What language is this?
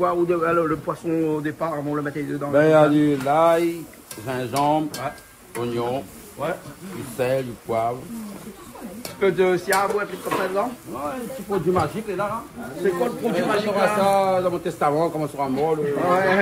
Réunion Creole French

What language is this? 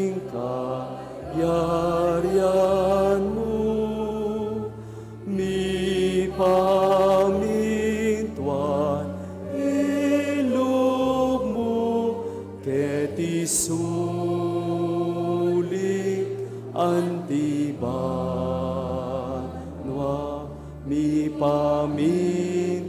Pampanga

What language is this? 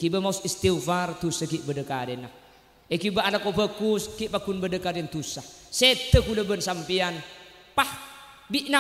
Madurese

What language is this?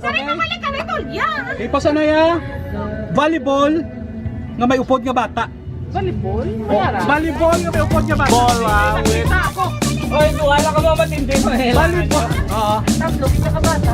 Hiligaynon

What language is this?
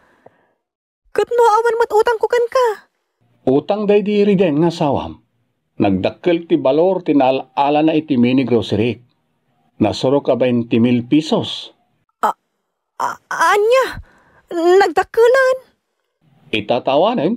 Iloko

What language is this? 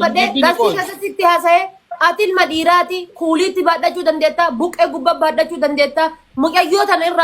Oromo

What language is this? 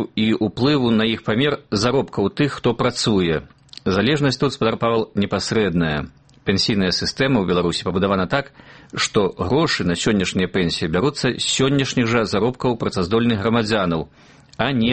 Belarusian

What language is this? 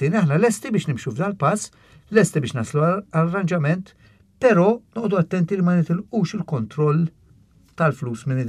Maltese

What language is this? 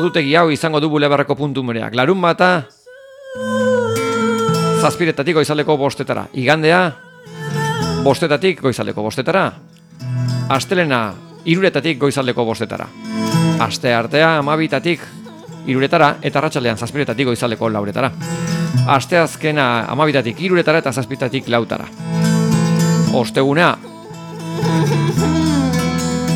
Basque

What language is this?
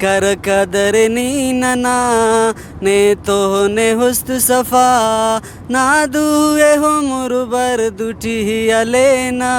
Brahui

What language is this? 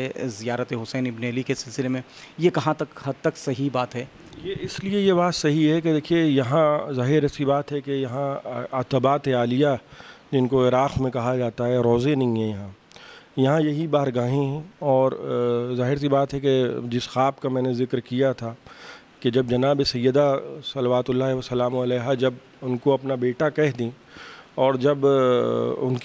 Urdu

